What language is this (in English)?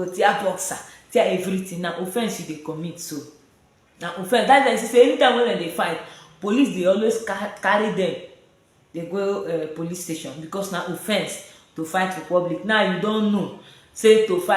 Nigerian Pidgin